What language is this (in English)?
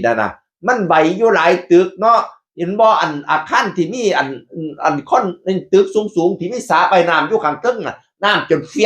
Northeastern Thai